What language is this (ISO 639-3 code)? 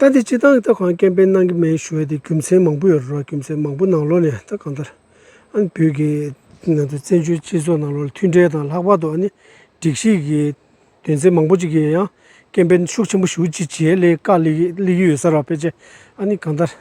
bod